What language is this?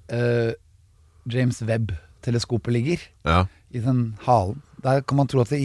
Norwegian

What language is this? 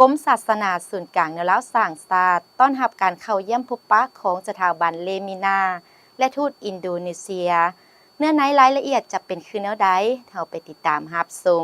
Lao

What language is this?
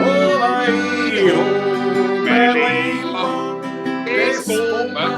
Bavarian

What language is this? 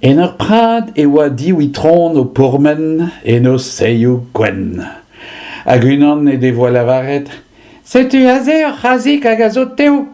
Breton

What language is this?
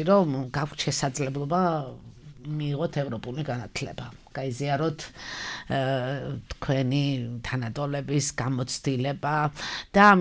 Georgian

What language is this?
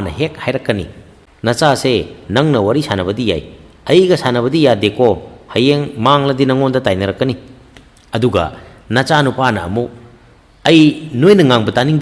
Manipuri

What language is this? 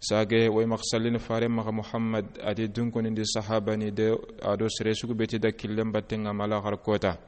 Soninke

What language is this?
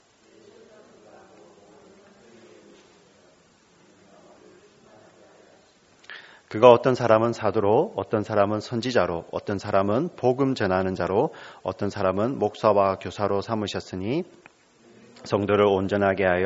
Korean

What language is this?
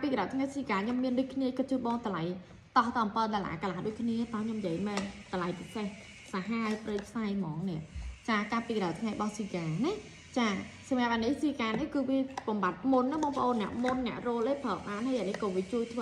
Khmer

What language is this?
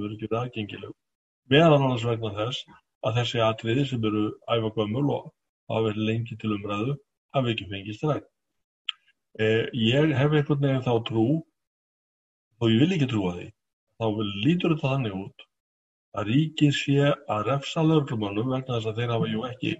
Icelandic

